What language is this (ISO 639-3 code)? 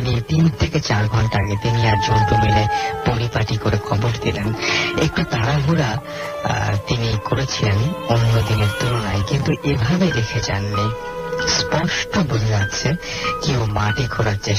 ben